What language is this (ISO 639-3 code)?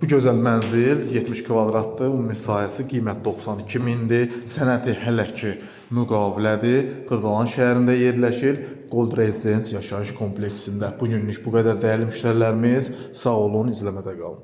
aze